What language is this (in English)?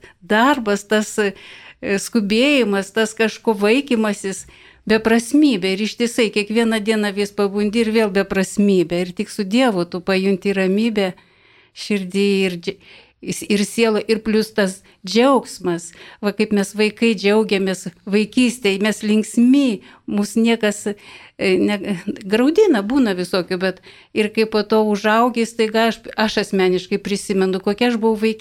Lithuanian